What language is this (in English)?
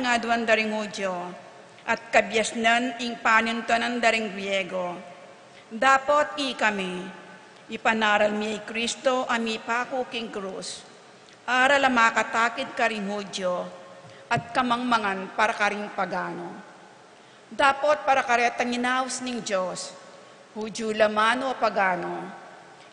Pampanga